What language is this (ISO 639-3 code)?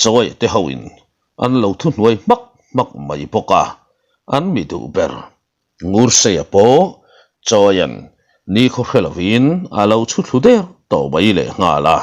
lus